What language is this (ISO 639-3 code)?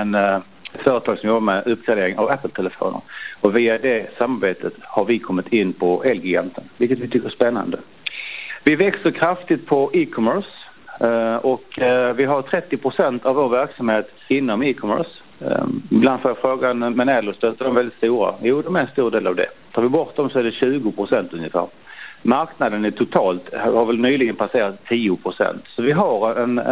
swe